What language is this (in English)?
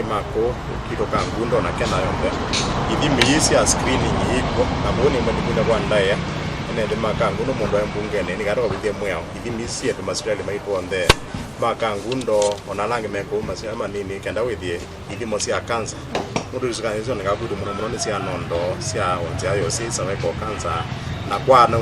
Kamba